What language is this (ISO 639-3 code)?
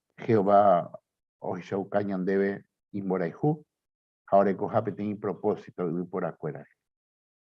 grn